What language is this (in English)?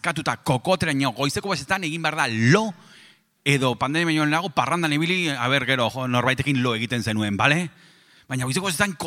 Basque